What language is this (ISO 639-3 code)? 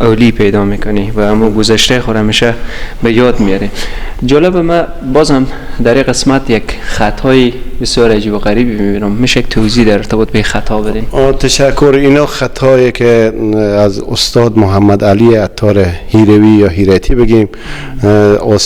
fas